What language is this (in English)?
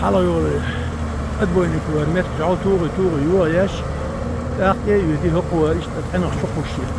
Chechen